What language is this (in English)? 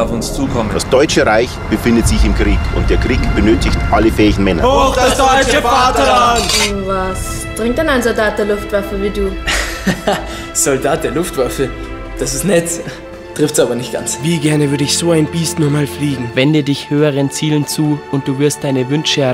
Bavarian